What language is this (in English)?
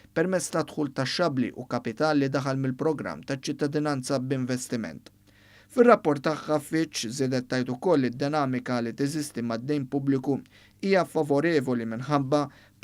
Maltese